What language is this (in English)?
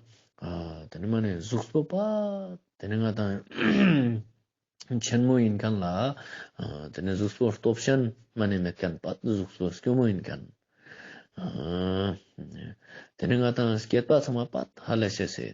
Ladakhi